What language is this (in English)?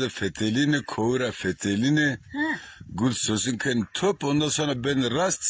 Zaza